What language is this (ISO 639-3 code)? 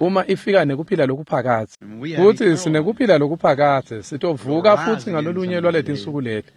ssw